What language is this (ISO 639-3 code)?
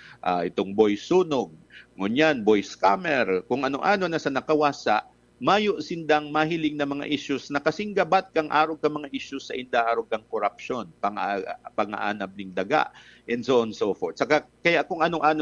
bik